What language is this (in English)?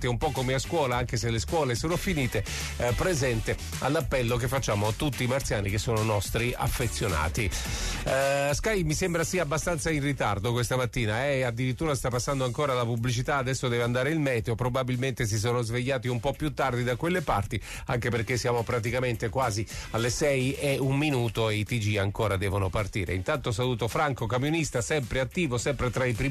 Italian